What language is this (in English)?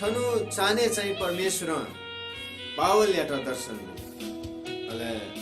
Newari